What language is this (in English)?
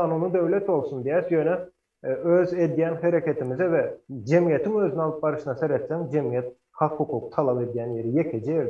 Turkmen